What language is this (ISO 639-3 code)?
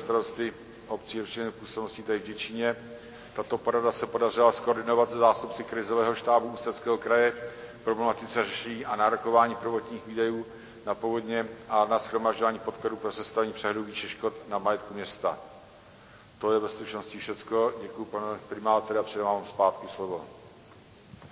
ces